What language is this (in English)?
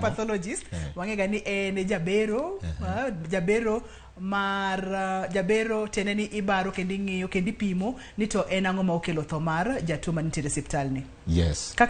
Luo (Kenya and Tanzania)